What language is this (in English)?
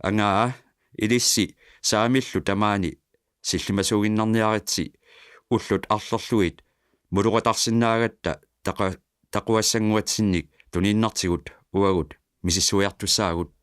Kalaallisut